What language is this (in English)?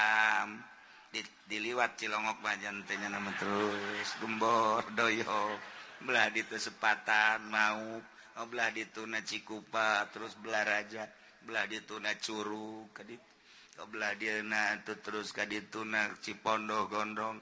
Sundanese